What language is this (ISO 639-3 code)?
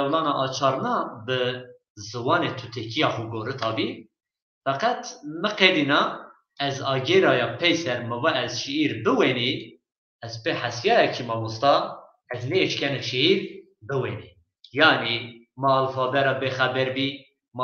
zza